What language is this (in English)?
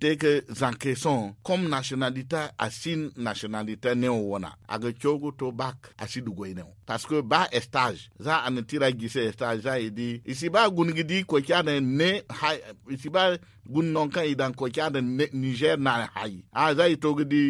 Zarma